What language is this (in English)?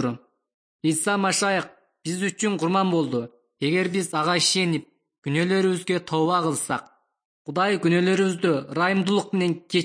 Kyrgyz